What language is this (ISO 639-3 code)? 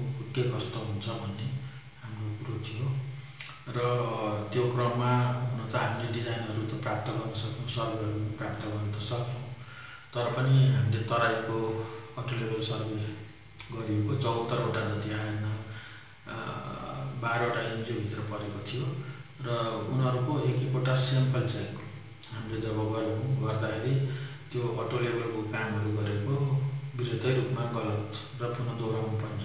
nep